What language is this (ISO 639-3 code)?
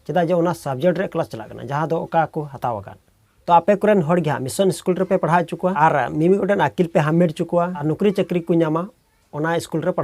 sat